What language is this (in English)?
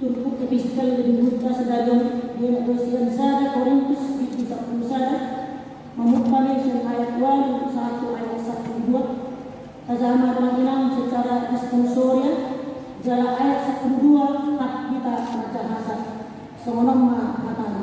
Batak Toba